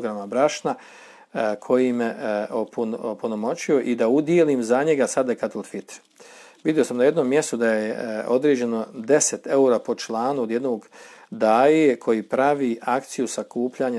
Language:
Bosnian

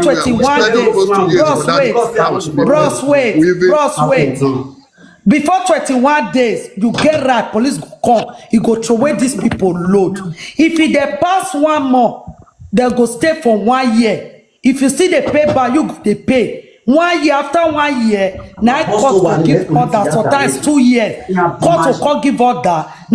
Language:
Nigerian Pidgin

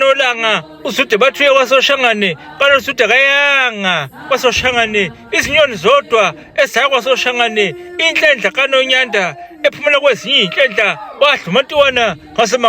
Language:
Zulu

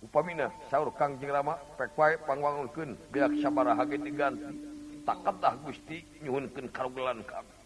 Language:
Sundanese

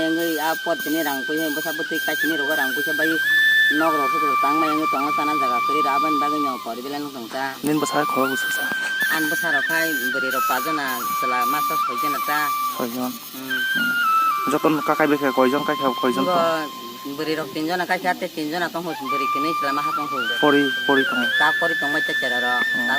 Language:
Kok Borok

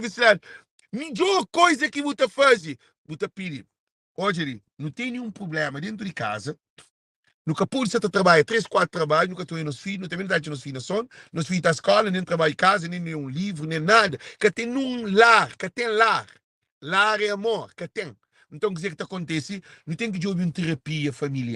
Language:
Kabuverdianu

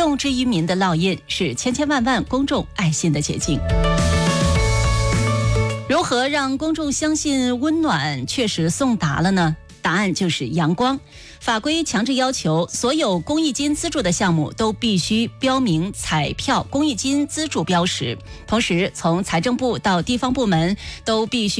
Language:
Chinese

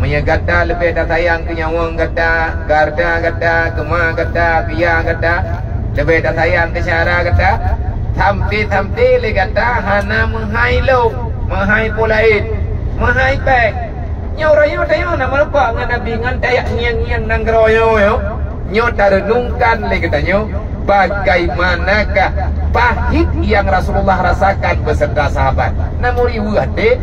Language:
Achinese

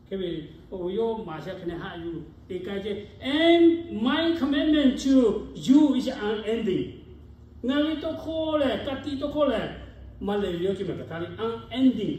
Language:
Lahu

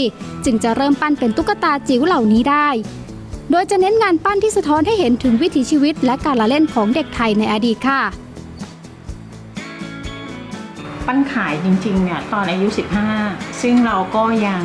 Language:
Thai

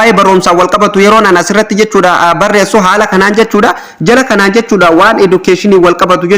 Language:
Oromo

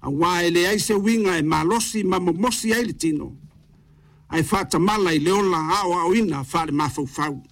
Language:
Samoan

